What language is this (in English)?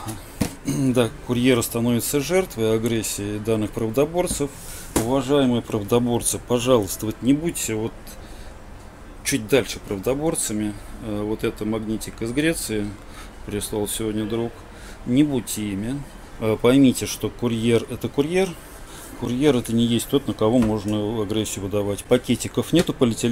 Russian